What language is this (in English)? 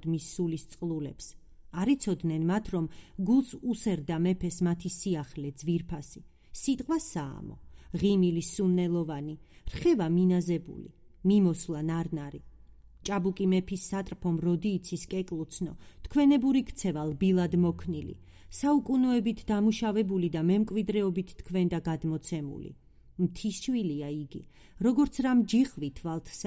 Georgian